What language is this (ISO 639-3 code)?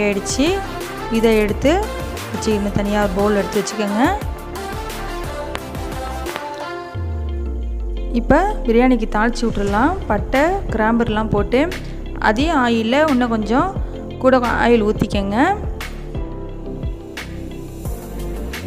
tam